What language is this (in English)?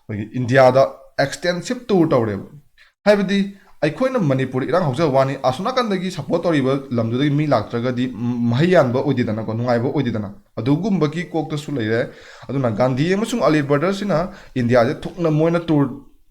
Manipuri